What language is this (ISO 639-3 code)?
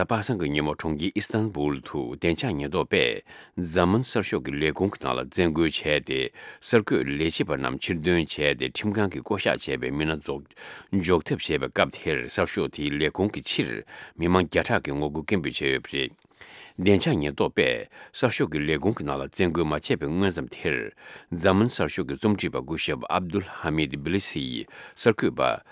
bod